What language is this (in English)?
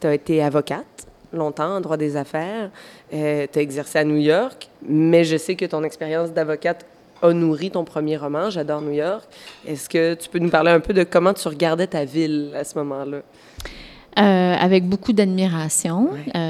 French